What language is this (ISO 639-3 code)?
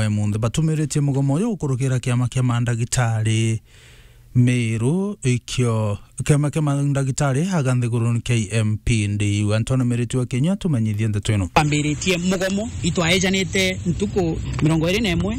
mer